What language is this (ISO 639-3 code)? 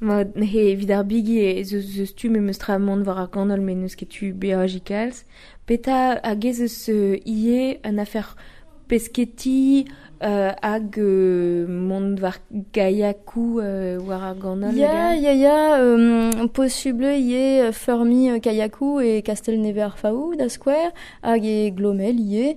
bre